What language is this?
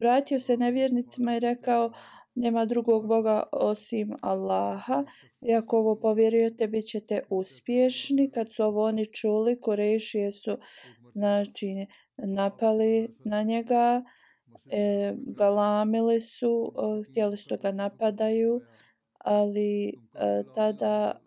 Bosnian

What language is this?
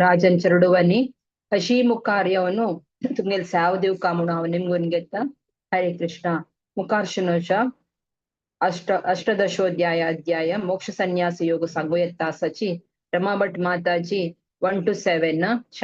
Konkani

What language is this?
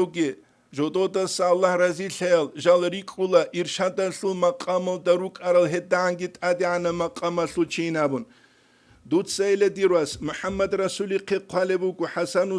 Avaric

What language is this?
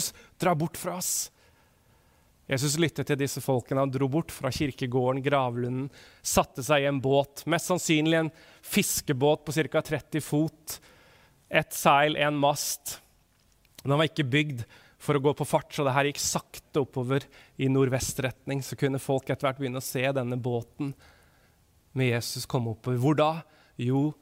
Norwegian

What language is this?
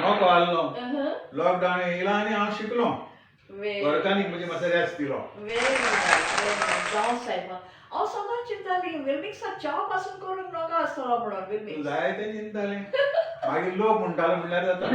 Konkani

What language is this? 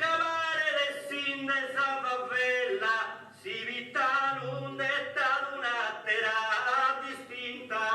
Sardinian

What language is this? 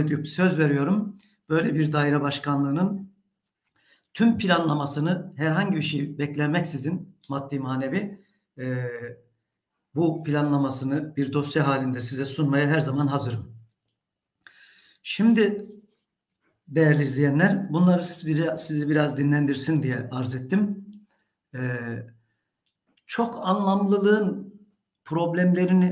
Turkish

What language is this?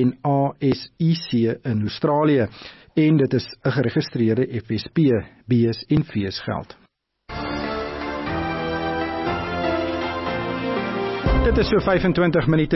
Afrikaans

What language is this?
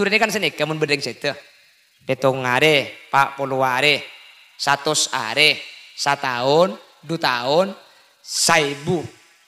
Madurese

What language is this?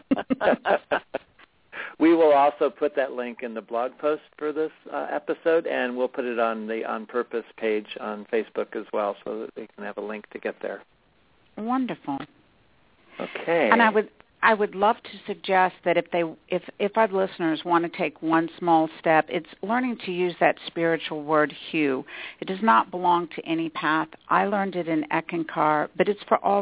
English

